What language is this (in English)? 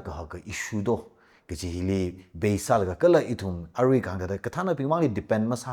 Tangkhul Naga (India)